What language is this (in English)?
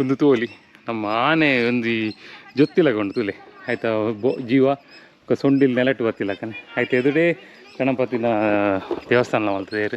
Tulu